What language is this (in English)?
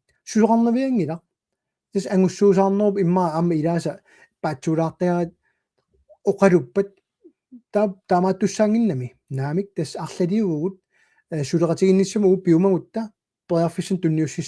Kalaallisut